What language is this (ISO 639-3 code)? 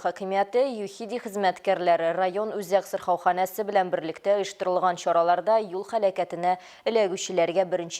tat